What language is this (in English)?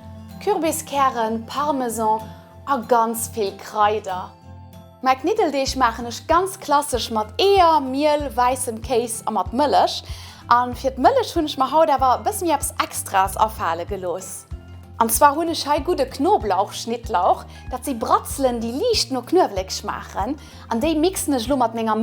Luxembourgish